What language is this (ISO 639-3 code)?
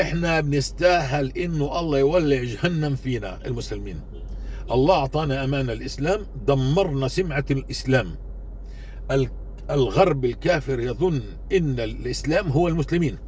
apc